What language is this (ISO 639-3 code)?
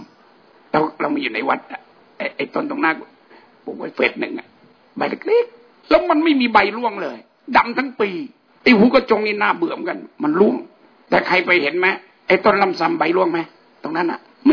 tha